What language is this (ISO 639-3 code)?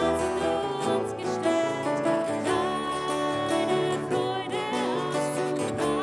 gsw